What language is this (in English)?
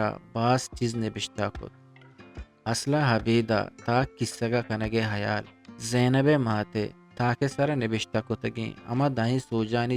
Eastern Balochi